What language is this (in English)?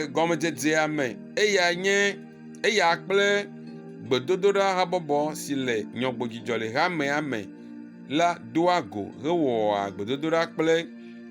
Ewe